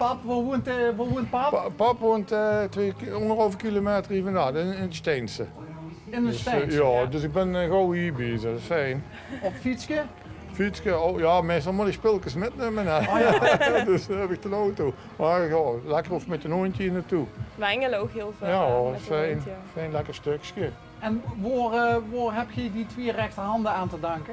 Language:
Limburgish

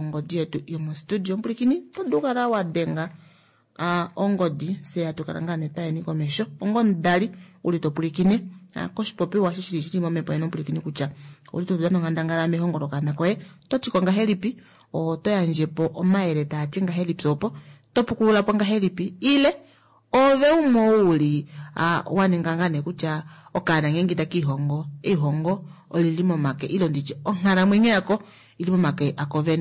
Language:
Kuanyama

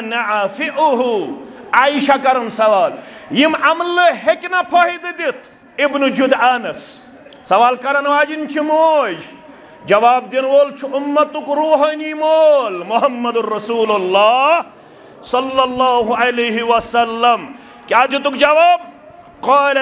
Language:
Kashmiri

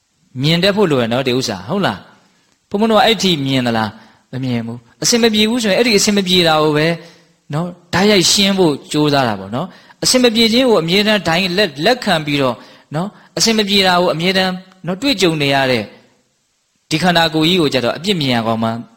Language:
Burmese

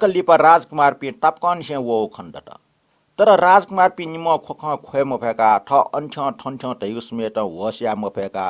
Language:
Newari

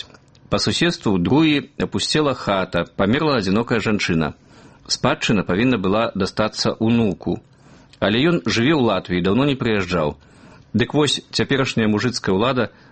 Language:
Belarusian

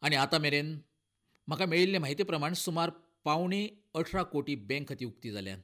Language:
Konkani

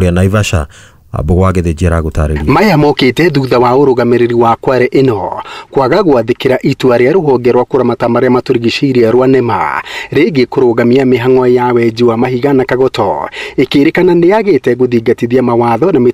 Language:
Kikuyu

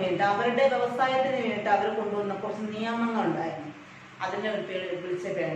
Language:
Malayalam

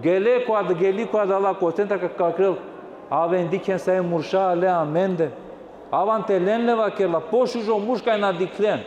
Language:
Balkan Romani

